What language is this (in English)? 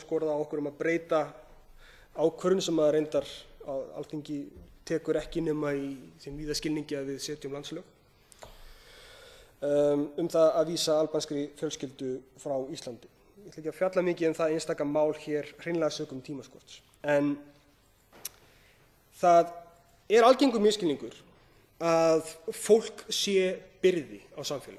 Icelandic